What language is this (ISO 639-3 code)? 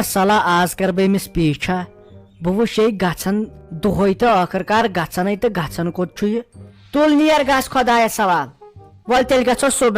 kas